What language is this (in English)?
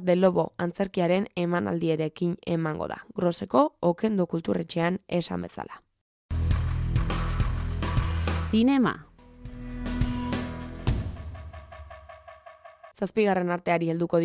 Basque